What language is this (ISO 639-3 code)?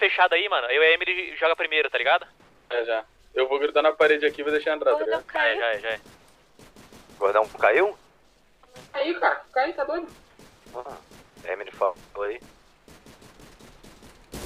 por